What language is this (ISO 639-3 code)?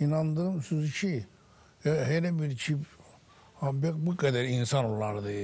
aze